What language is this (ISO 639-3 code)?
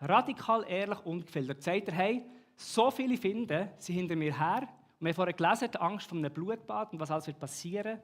gsw